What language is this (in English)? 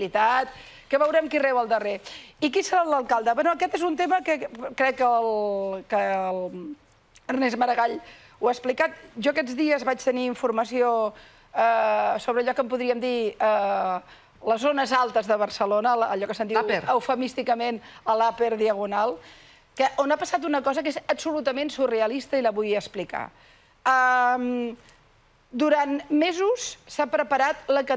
Catalan